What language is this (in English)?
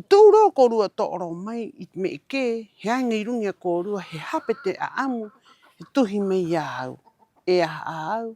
Rapanui